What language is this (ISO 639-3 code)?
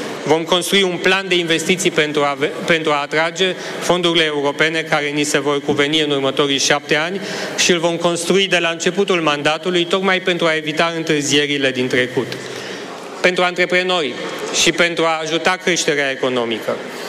ron